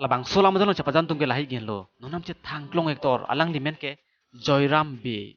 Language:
Karbi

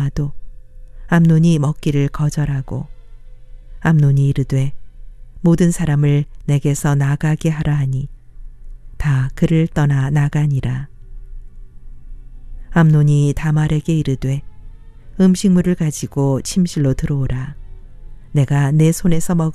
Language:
Korean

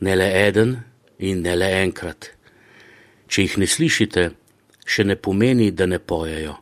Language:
Slovenian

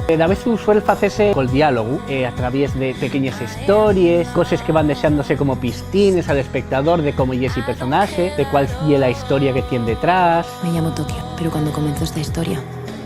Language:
Asturian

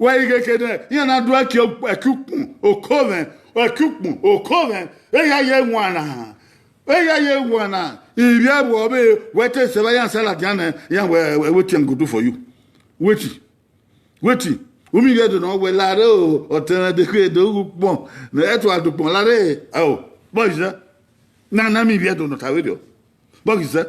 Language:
Bini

